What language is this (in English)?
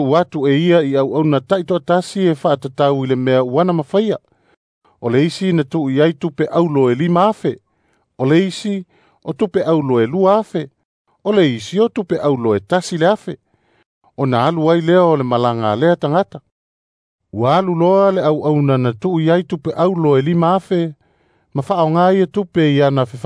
Samoan